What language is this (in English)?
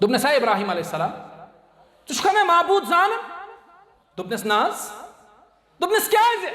Kashmiri